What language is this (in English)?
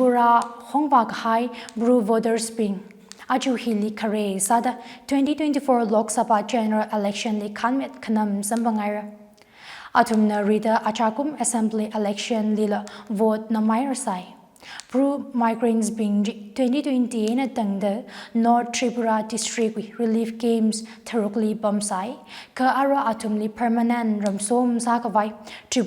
Tangkhul Naga (India)